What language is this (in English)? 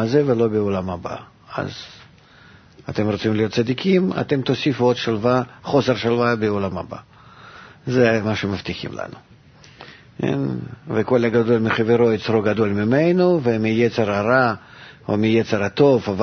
Hebrew